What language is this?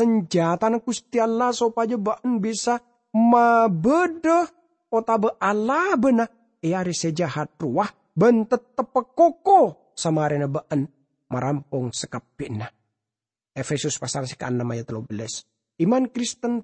Madurese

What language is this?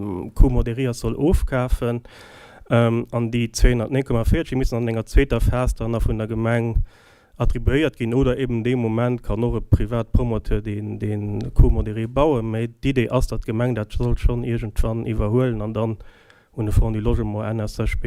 Luxembourgish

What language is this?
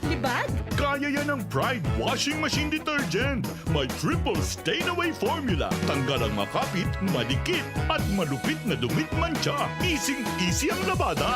Bikol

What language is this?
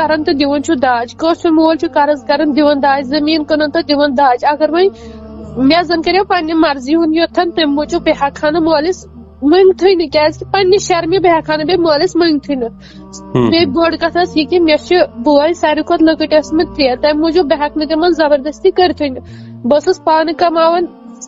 Kashmiri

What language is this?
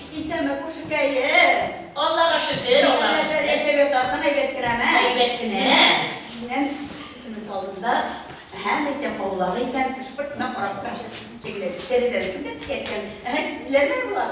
Tatar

